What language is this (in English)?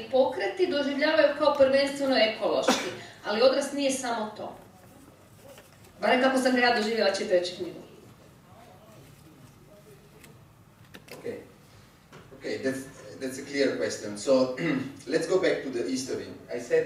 Croatian